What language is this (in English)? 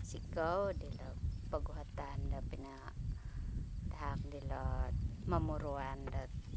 Central Dusun